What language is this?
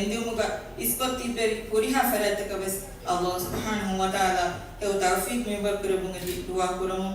Divehi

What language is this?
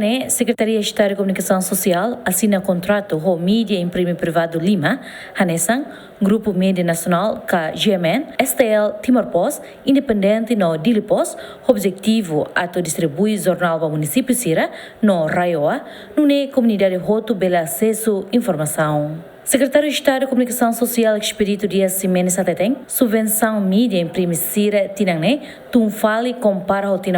Tetum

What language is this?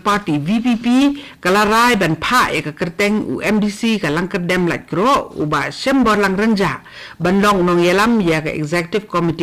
Khasi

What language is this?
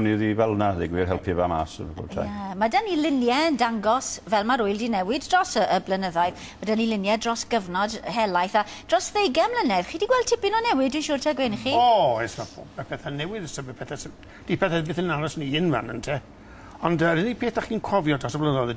Welsh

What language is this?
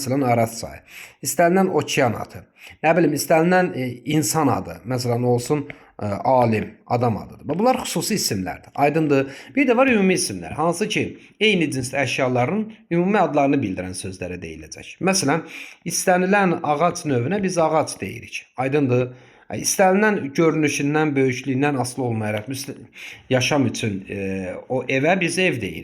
Azerbaijani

